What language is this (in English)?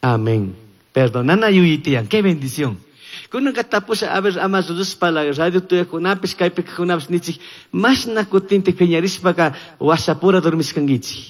Chimborazo Highland Quichua